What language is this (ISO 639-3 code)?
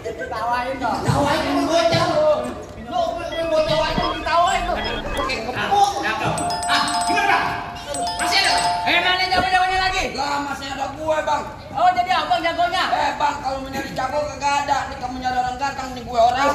bew